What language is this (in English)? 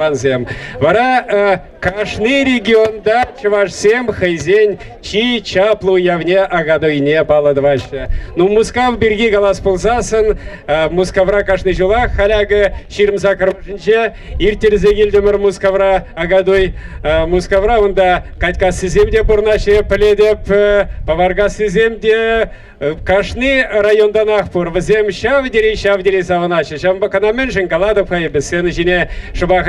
Chuvash